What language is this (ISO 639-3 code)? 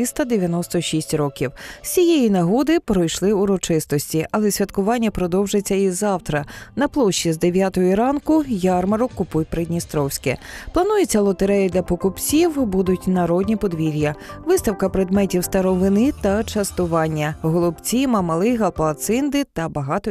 ukr